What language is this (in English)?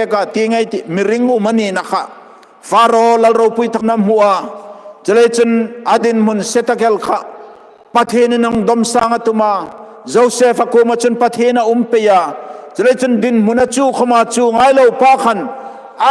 Hmar